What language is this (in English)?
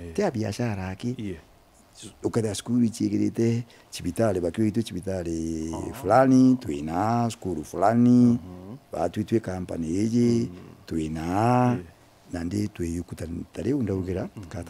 Meru